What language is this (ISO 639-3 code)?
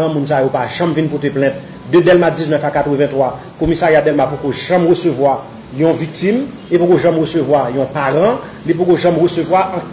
hat